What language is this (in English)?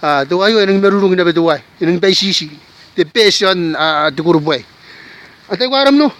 Gilbertese